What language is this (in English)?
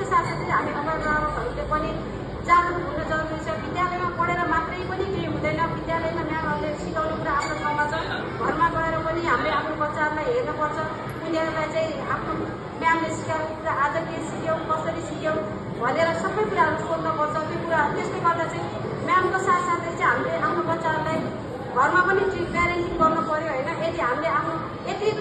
Nepali